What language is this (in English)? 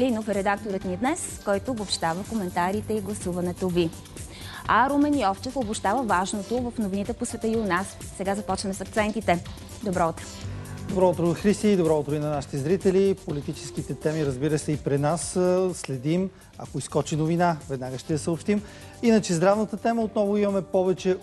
Bulgarian